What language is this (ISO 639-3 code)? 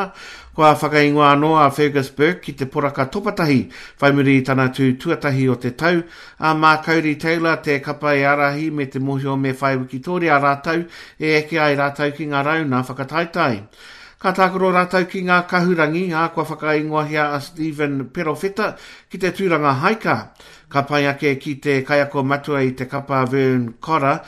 mri